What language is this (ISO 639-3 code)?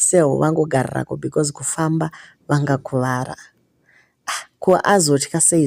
sna